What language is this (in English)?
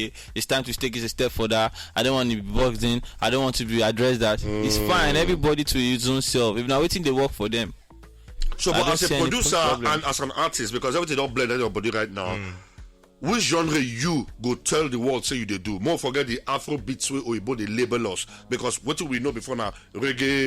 Nigerian Pidgin